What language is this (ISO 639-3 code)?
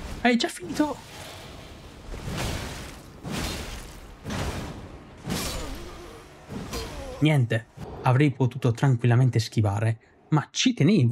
ita